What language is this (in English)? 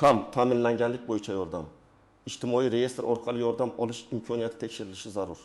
Uzbek